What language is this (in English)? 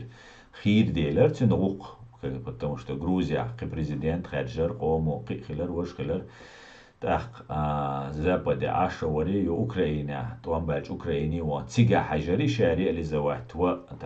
Chechen